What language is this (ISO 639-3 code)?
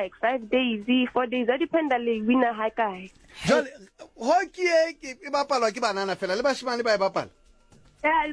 sot